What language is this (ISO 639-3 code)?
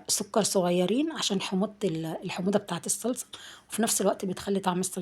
arz